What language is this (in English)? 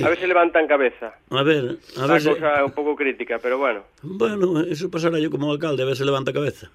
Galician